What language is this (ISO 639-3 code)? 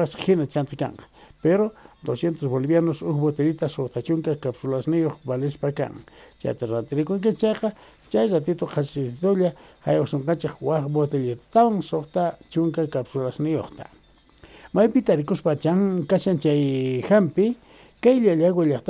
que